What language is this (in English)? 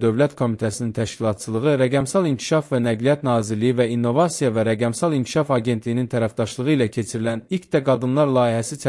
Azerbaijani